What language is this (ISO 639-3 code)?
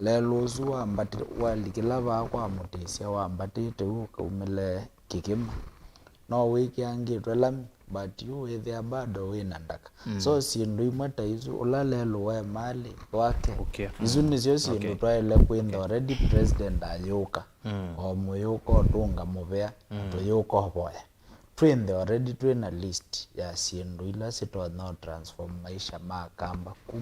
kam